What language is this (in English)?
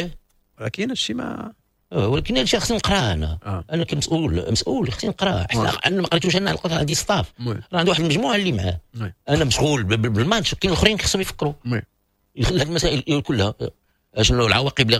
Moroccan Arabic